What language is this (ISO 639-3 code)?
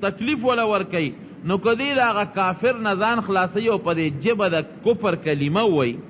pus